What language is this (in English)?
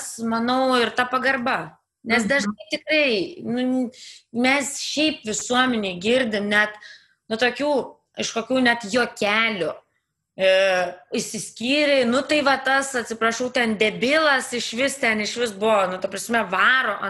Lithuanian